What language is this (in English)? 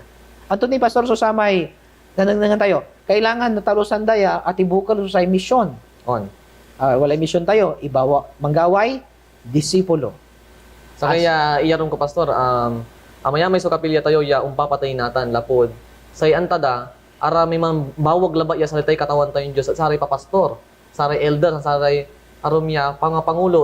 Pangasinan